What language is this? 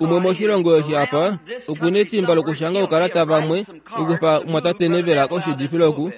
Kuanyama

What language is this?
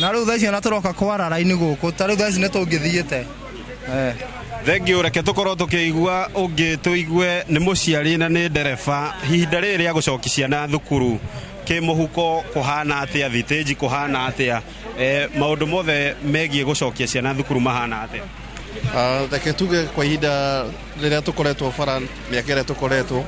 Kikuyu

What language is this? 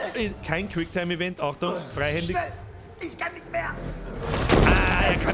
Bavarian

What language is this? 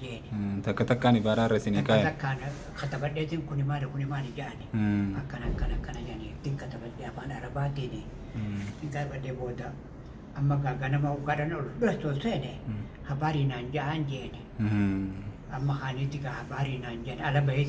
Oromo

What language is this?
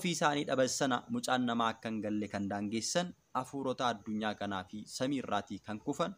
Oromo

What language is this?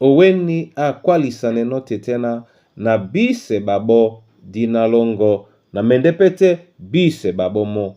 Duala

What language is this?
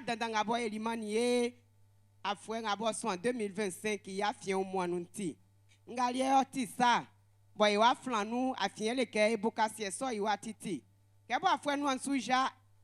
Baoulé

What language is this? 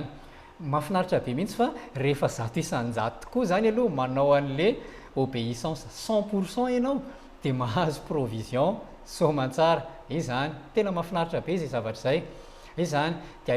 Malagasy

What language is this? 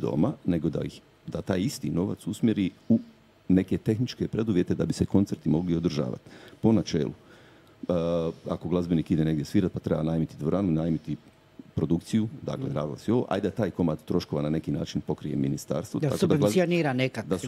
Croatian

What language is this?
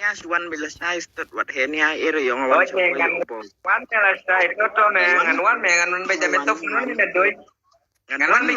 Khasi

